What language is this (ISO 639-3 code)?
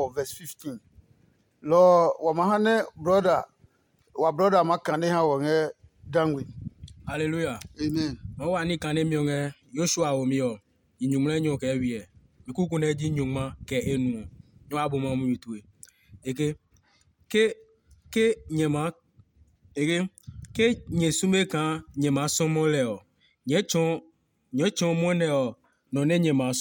ada